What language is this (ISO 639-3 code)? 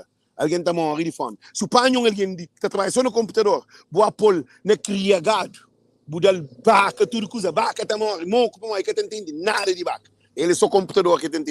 kea